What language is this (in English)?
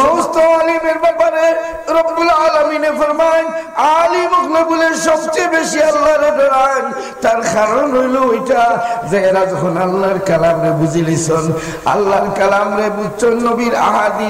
Sylheti